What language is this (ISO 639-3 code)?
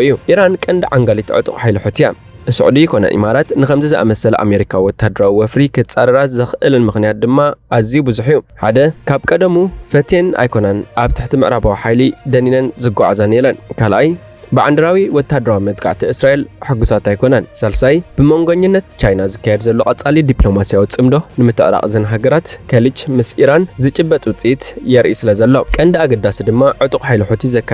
tir